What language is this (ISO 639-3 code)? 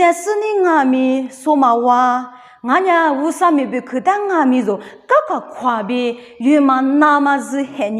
lis